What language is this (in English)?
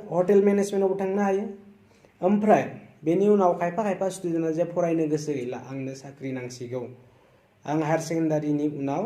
Bodo